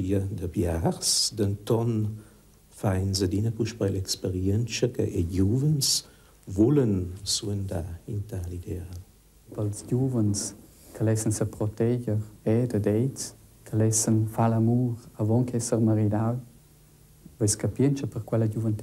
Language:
Romansh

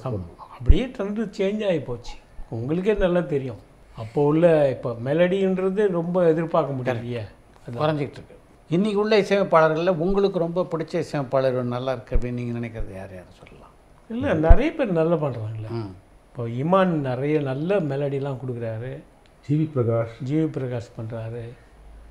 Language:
Tamil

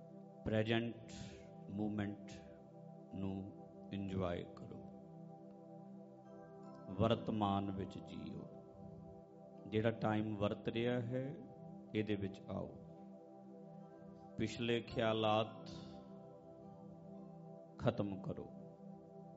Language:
Punjabi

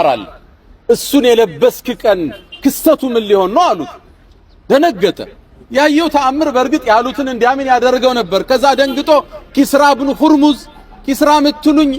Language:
Amharic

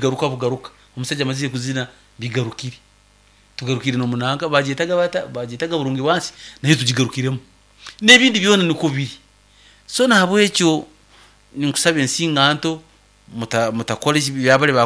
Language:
Nyankole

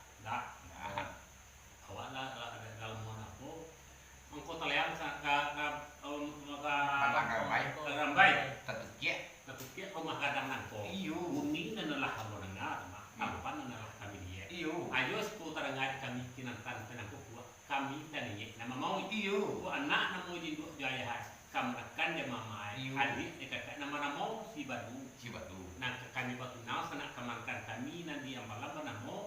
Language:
Minangkabau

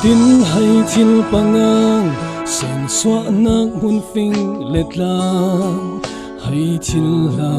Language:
Falam Chin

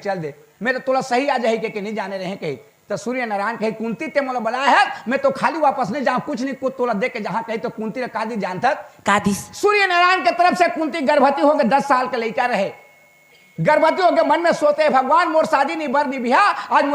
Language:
Chhattisgarhi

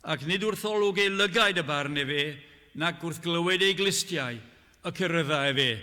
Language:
Welsh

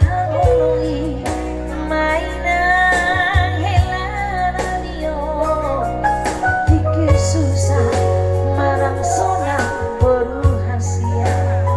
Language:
Batak Toba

